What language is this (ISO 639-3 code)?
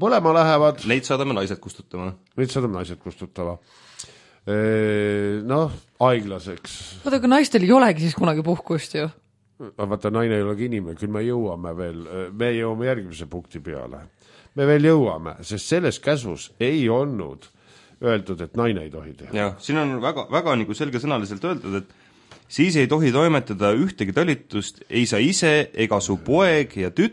est